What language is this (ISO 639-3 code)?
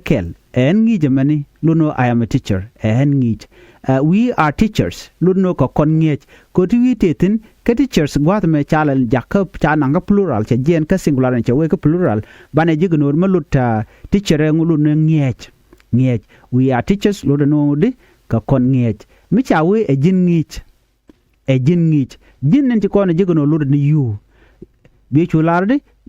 nus